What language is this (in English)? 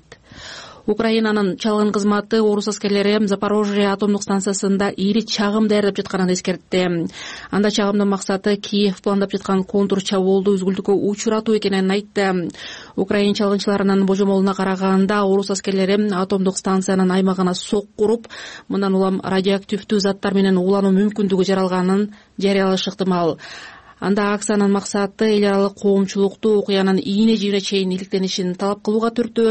Kyrgyz